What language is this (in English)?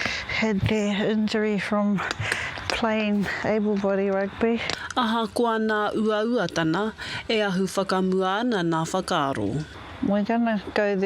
Māori